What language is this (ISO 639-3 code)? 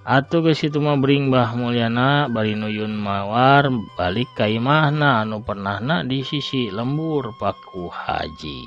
sun